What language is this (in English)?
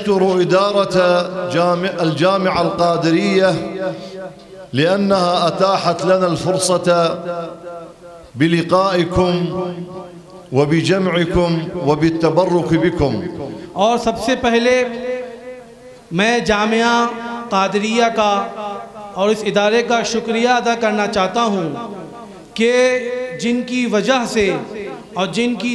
Urdu